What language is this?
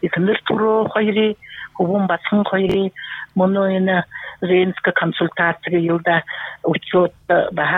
Buriat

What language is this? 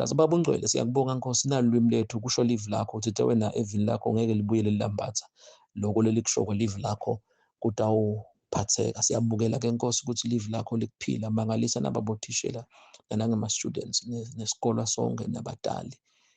Zulu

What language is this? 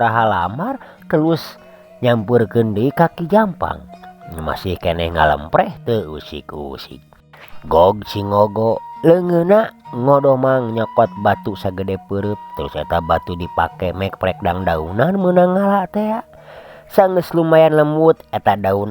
Sundanese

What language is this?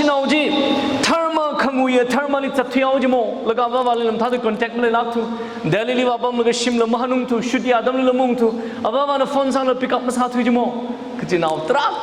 Tangkhul Naga (India)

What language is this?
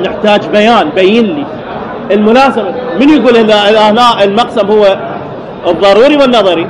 Mesopotamian Arabic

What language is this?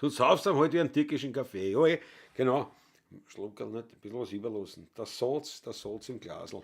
Bavarian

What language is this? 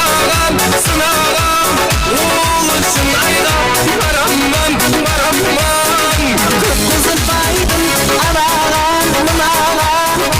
Kara-Kalpak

